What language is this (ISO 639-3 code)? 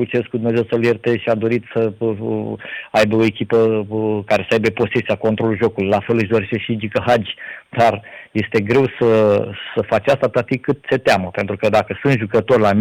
ron